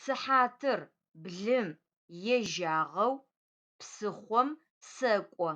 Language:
Adyghe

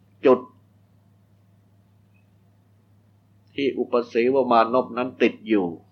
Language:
Thai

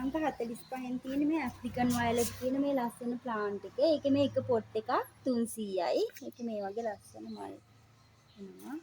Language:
Sinhala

